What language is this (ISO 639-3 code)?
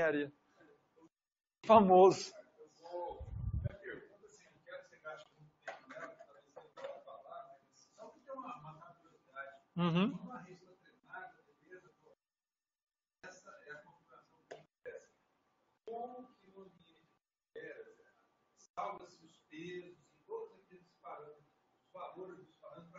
por